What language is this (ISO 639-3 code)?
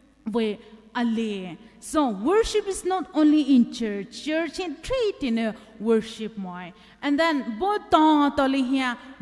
pmx